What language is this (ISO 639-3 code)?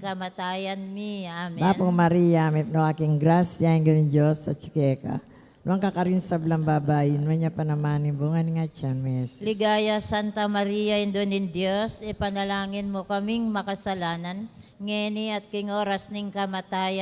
pam